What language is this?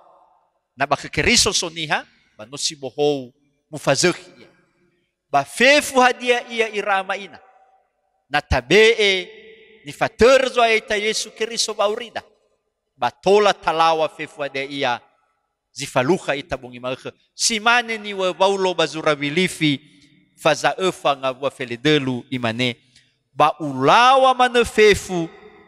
Nias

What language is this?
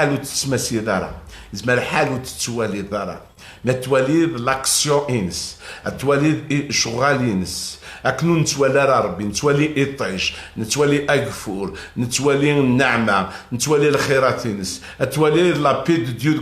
Kabyle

